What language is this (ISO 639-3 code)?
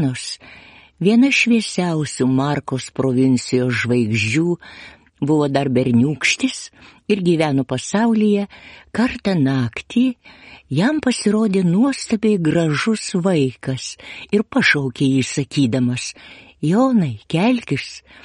lit